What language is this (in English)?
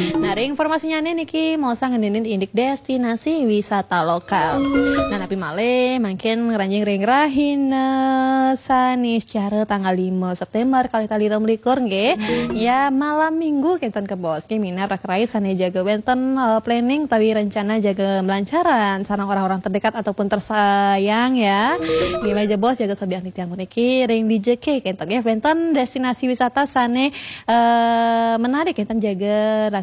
Balinese